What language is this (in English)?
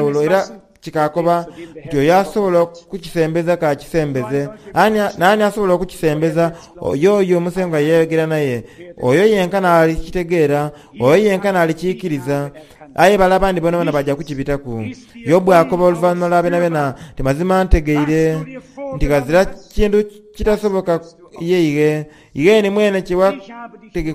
Soga